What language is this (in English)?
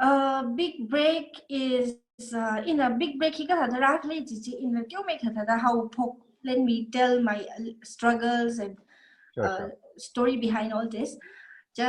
Tangkhul Naga (India)